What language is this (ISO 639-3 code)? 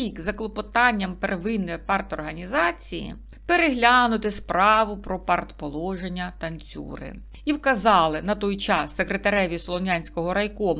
ukr